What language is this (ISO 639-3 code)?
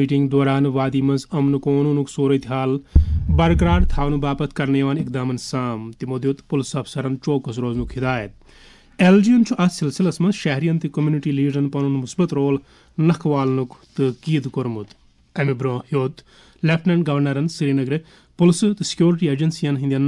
kas